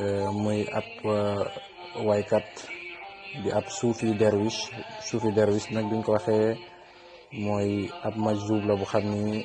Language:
Wolof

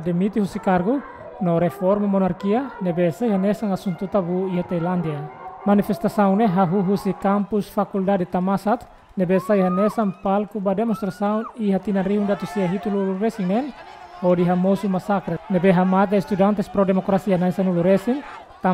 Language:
Tetum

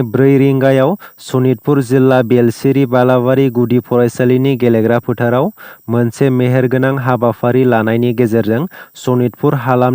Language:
Bodo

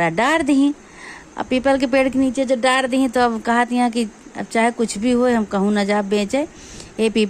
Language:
Awadhi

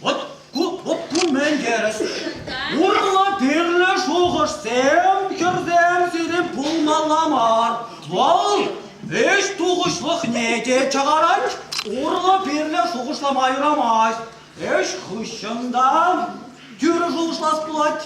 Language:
Chuvash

